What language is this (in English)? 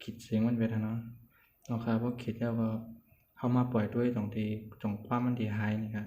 Shan